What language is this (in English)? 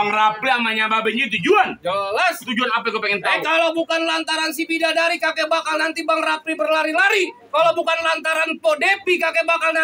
Betawi